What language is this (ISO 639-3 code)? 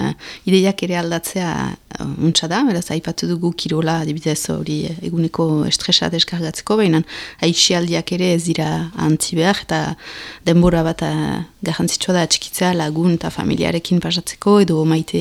eus